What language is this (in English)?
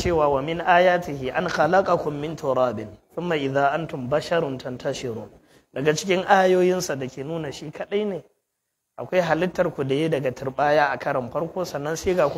Hausa